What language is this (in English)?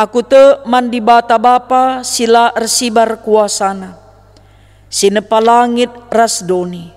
Batak Karo